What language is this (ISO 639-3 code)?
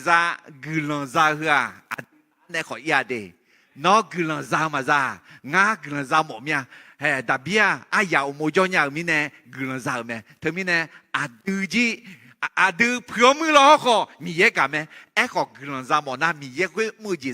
ahk